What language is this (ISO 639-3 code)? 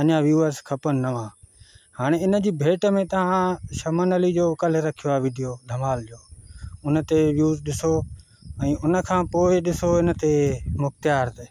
snd